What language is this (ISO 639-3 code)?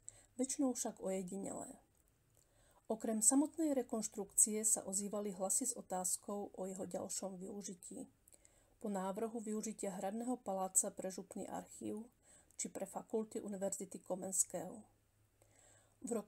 slk